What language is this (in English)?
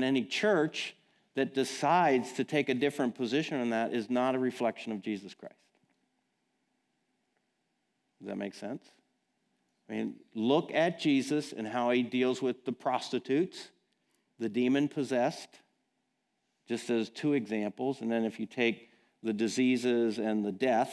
English